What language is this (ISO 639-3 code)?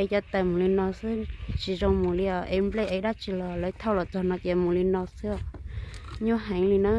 hmn